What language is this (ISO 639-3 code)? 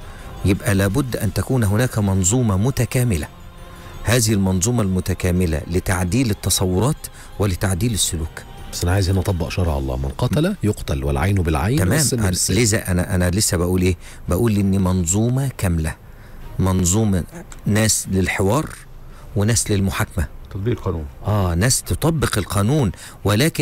arz